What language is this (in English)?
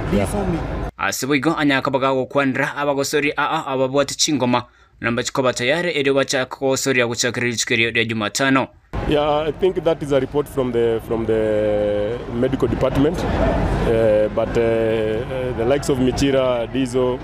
Gusii